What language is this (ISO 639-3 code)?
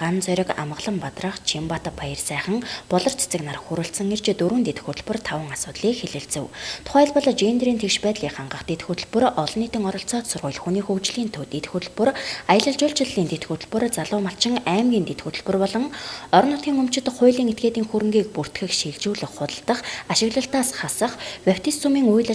mon